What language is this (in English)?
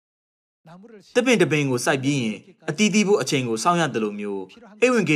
Burmese